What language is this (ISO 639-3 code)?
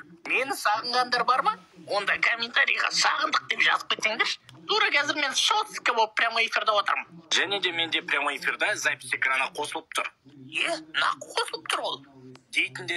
kaz